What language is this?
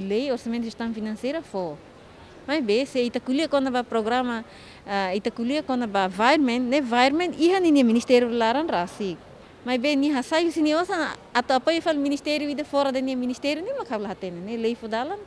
Tetum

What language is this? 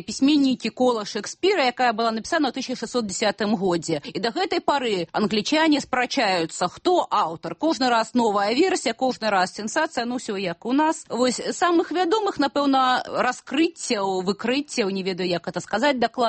Belarusian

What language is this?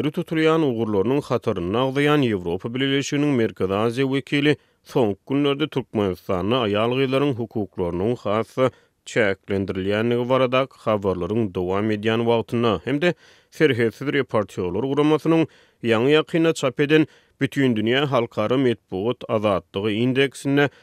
Turkmen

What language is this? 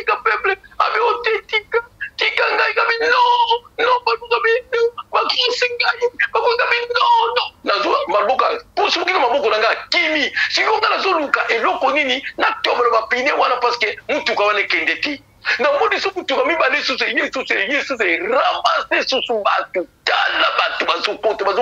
Lingala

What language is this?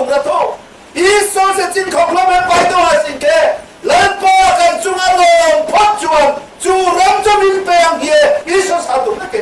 Riang (India)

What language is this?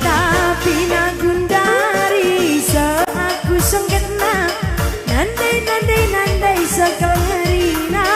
Batak Karo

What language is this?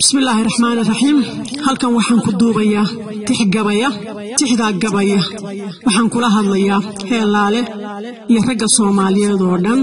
Somali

